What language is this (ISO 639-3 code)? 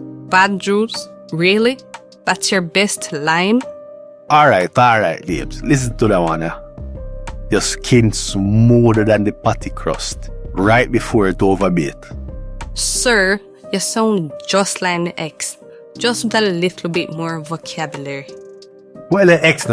jam